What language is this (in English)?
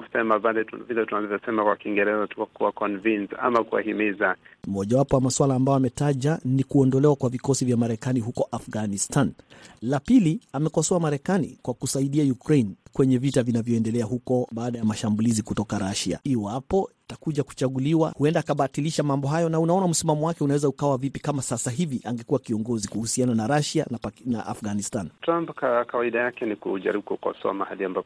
Swahili